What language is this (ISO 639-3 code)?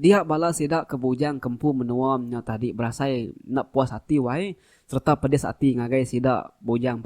iba